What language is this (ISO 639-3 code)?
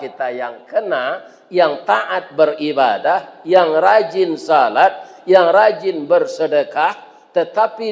min